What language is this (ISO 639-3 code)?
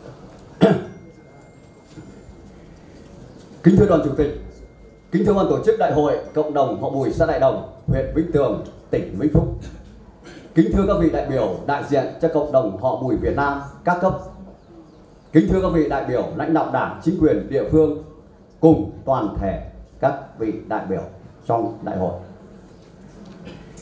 vie